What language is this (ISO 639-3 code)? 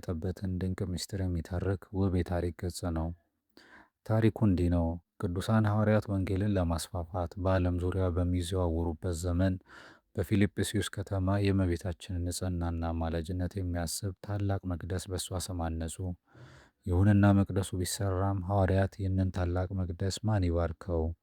amh